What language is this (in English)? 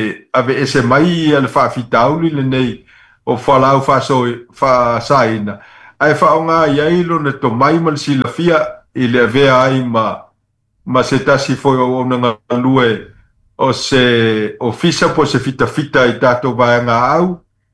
Samoan